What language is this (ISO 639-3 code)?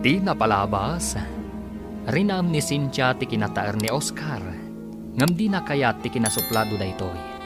ilo